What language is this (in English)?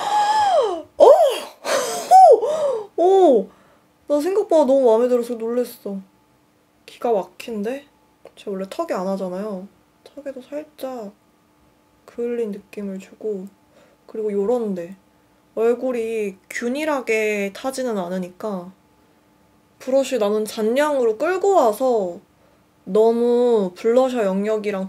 Korean